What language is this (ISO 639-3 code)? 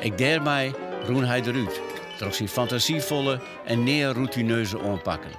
fry